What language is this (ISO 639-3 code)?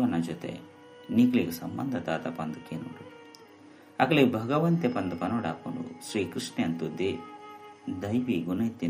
tcy